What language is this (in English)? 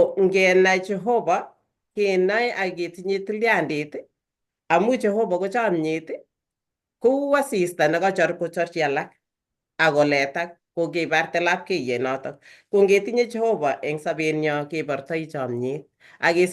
Kalenjin